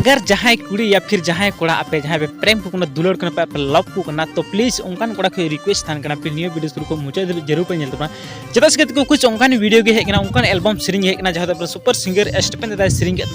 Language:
Santali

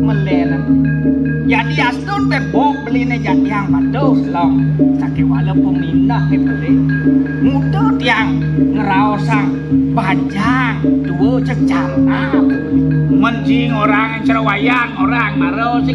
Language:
Balinese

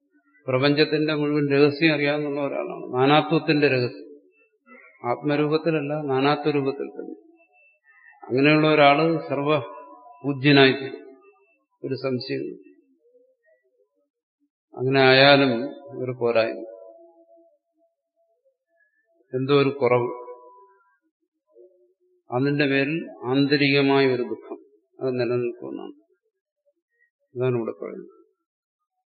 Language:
Malayalam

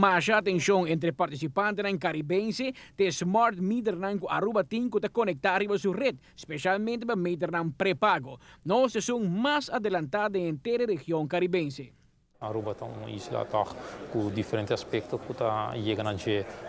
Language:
Papiamento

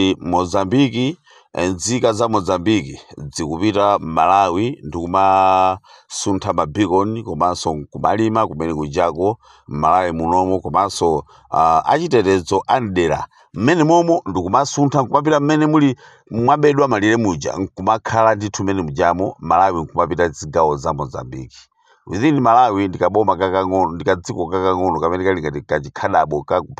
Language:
Nyanja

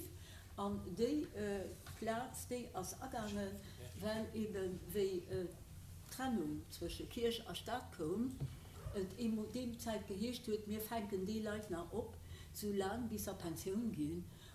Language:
Luxembourgish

